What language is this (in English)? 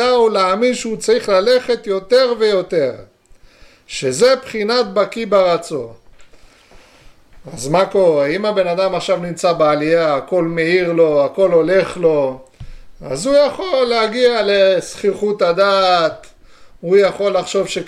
Hebrew